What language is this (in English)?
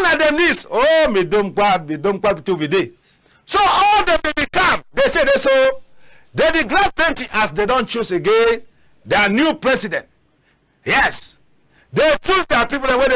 Cameroon Pidgin